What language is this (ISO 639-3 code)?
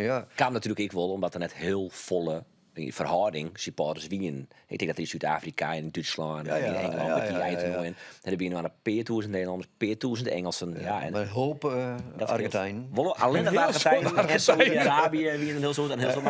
fry